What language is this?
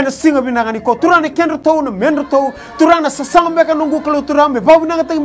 Fijian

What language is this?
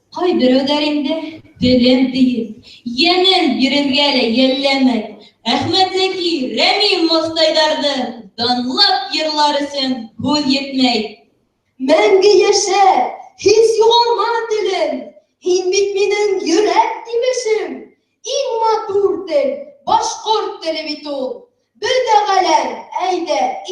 Bashkir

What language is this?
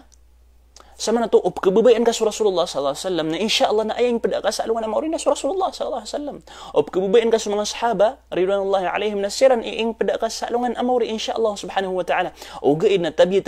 Maranao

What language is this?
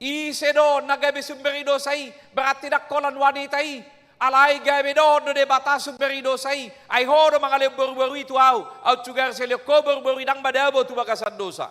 Batak Toba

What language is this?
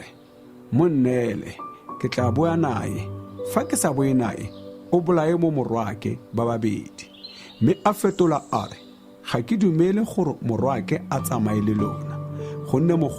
Tswana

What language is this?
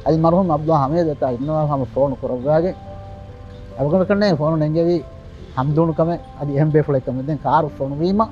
Divehi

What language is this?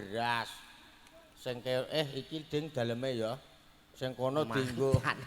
Javanese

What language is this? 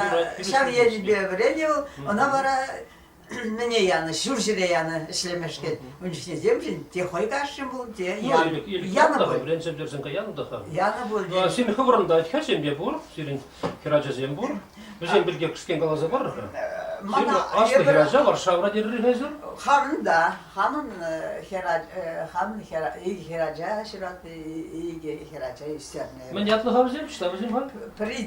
Chuvash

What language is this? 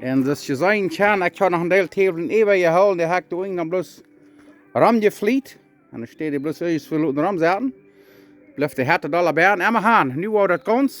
Plautdietsch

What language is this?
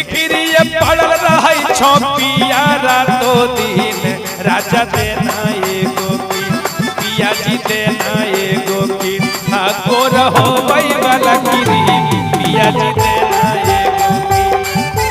Magahi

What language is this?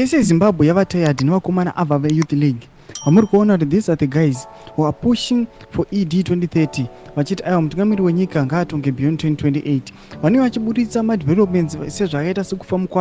Shona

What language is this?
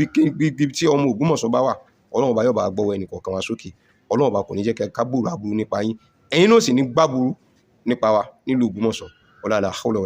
Yoruba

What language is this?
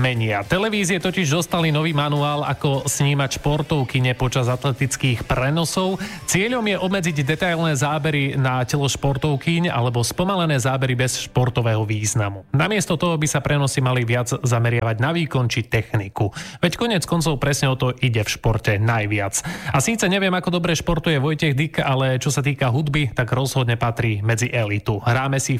Slovak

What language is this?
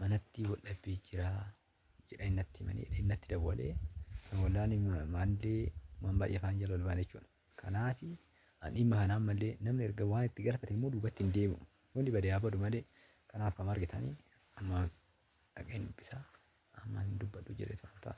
Oromo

